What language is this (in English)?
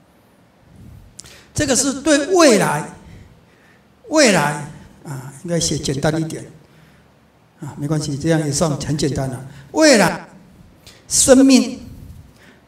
Chinese